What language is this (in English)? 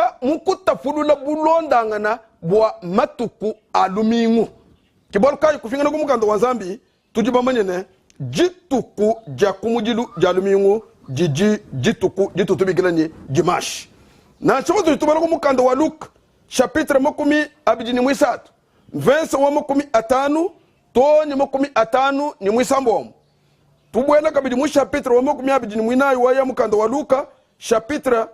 Luba-Lulua